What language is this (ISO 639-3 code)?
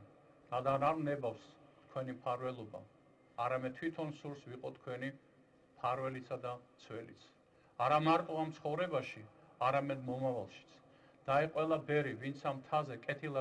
kat